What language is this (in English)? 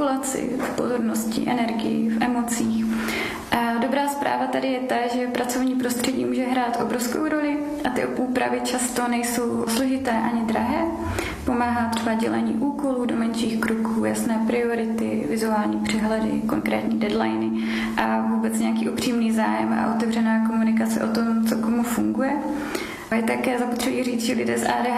Czech